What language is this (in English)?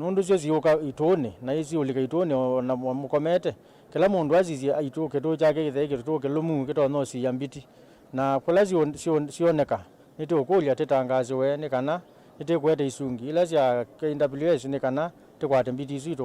Kamba